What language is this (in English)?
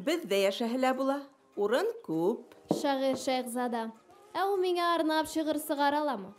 Bashkir